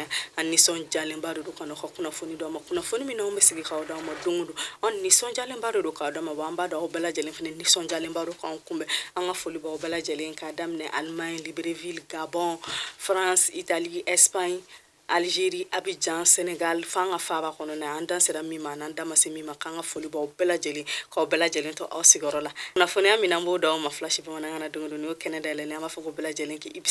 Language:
Bambara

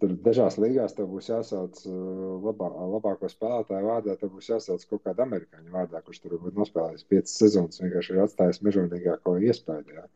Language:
Latvian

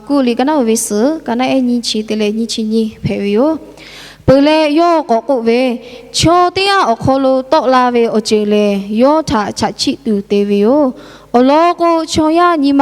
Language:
Lahu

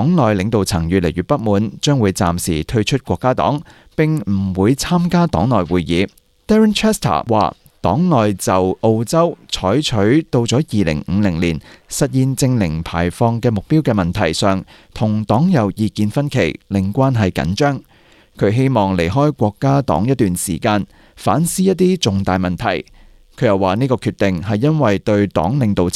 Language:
Cantonese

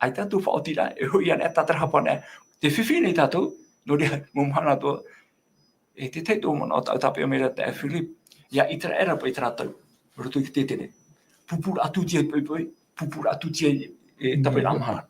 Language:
Tahitian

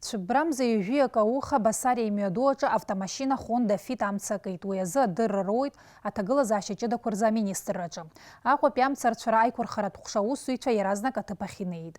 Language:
Abkhazian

